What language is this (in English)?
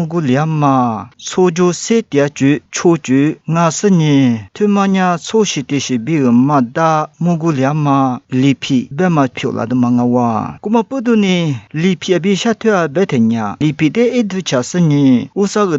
Lisu